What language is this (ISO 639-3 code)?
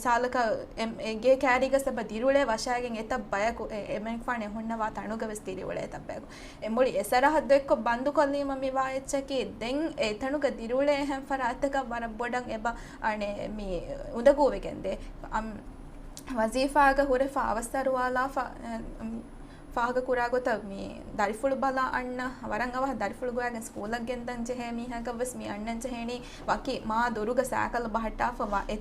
div